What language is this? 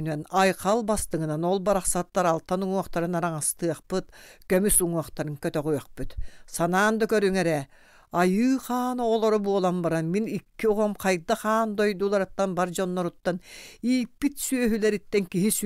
Yakut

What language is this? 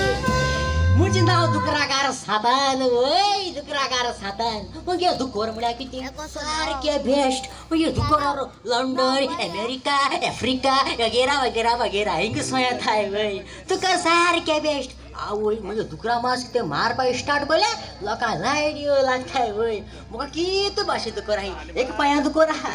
Konkani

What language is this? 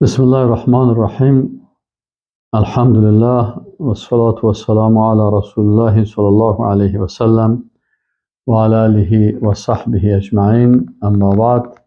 Persian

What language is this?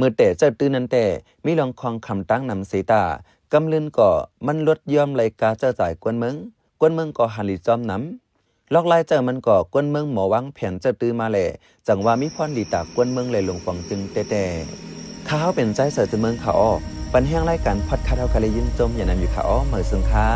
Shan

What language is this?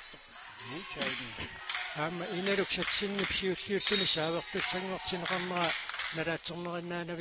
Kalaallisut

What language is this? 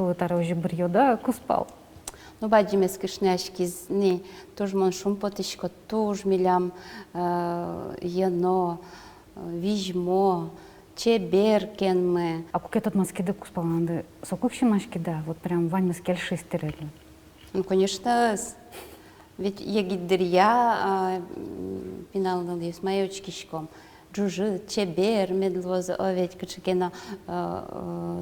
Udmurt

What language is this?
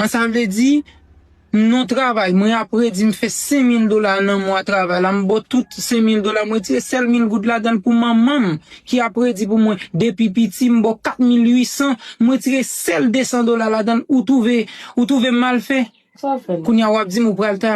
Haitian Creole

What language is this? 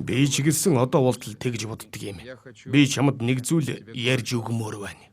Mongolian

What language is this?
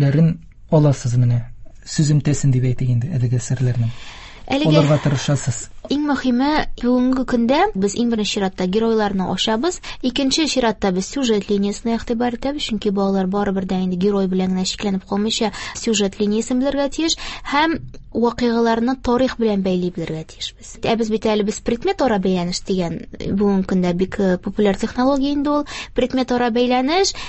Tatar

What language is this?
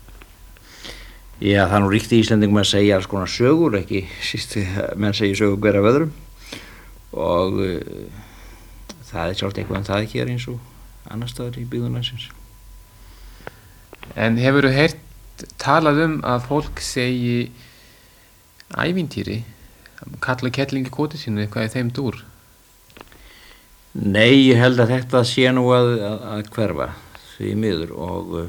Icelandic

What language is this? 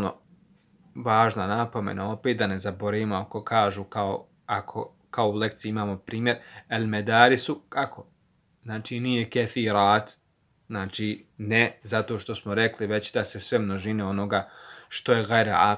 Bosnian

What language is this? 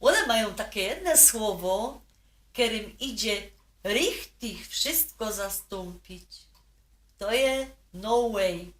Silesian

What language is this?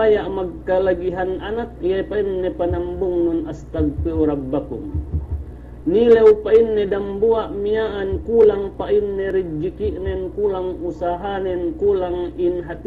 Yakan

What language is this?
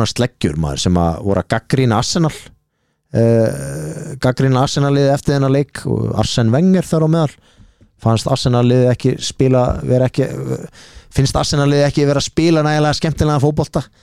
Icelandic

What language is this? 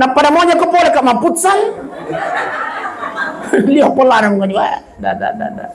Buginese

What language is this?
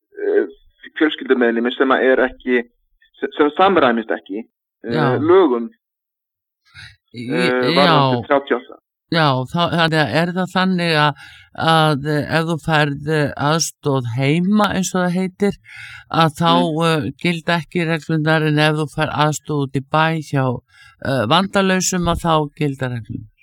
Icelandic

